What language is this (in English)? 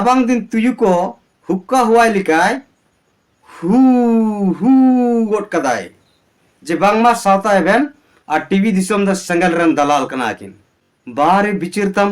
Santali